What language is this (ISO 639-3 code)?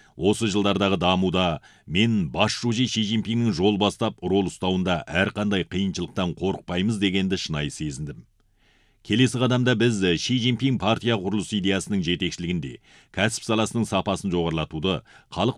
kaz